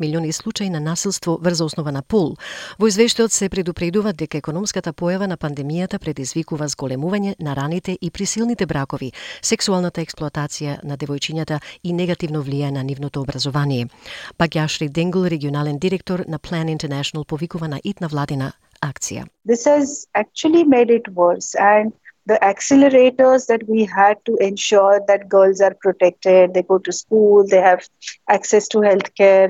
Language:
Macedonian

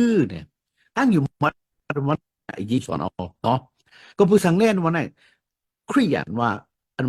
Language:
Shan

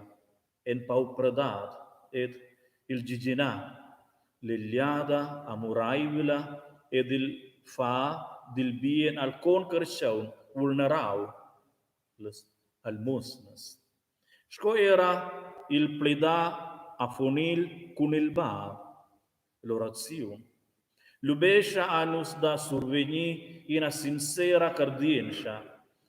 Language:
Romansh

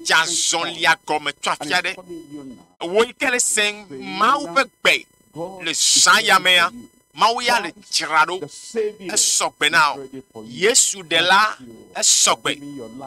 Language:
Ewe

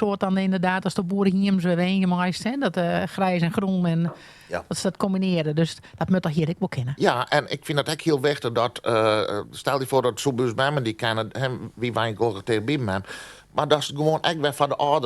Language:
Western Frisian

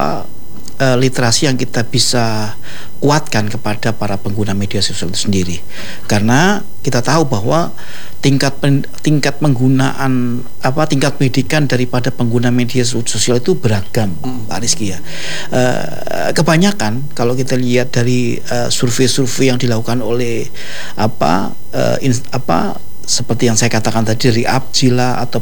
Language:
Indonesian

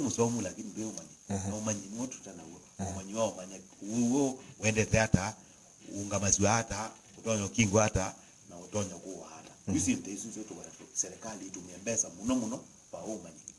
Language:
Kamba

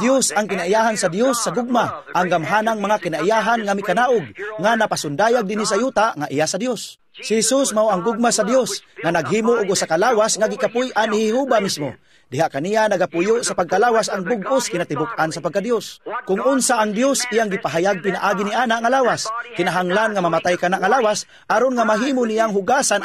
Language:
Cebuano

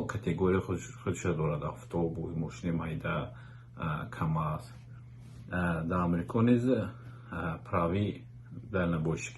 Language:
Tajik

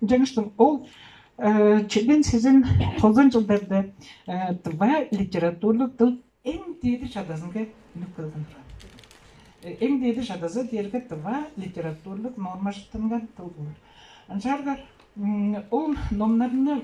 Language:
Tuvinian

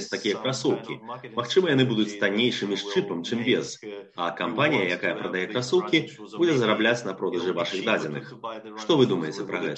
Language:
Belarusian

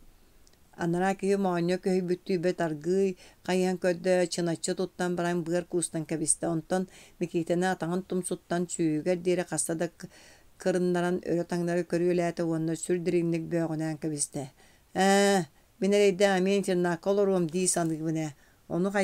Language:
Yakut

